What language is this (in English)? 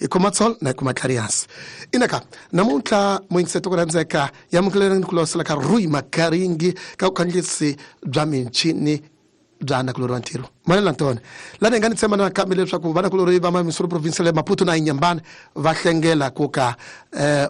Tsonga